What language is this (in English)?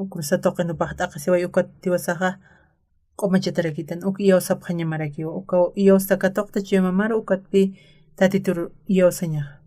Aymara